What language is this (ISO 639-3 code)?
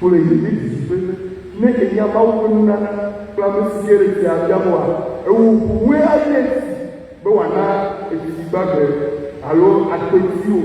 ewe